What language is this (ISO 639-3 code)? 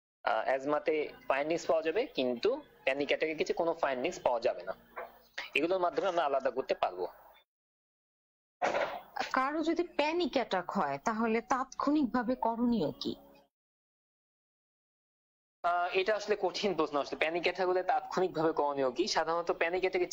ben